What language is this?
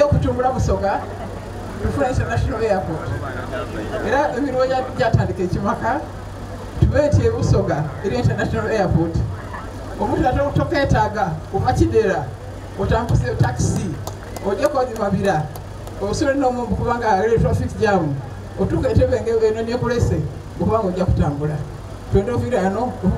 Soga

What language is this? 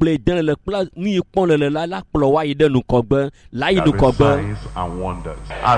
Ewe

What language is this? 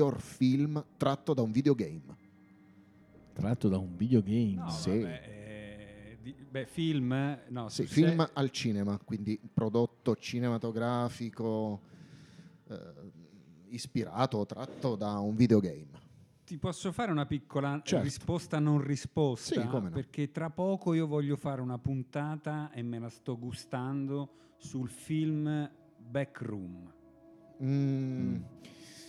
Italian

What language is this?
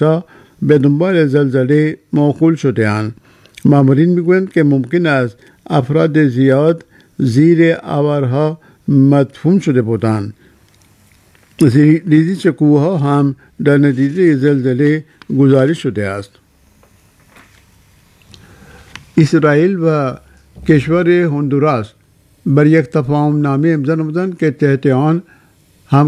Persian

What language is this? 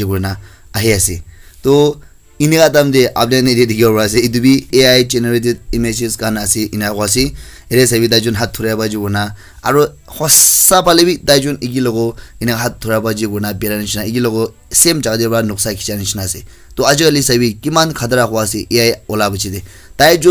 Naga Pidgin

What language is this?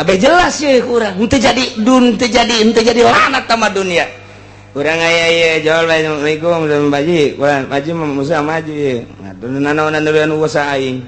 Sundanese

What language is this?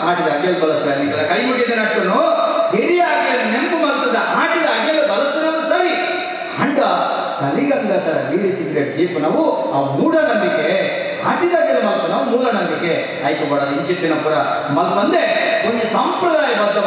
Tulu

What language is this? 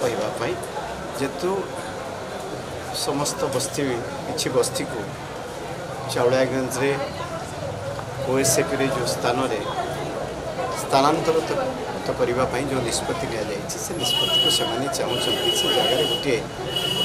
Odia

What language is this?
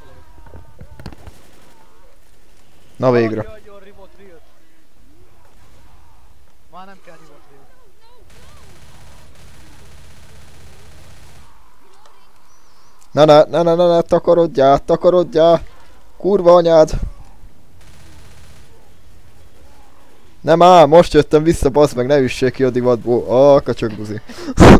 Hungarian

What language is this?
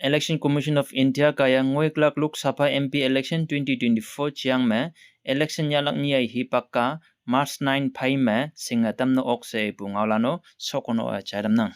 Konyak Naga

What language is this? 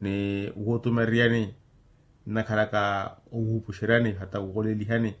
Makhuwa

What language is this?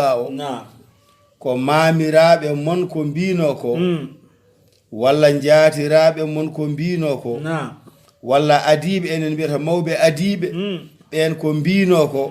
Fula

